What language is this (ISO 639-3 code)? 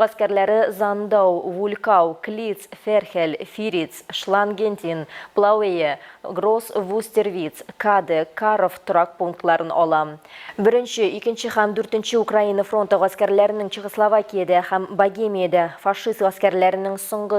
tat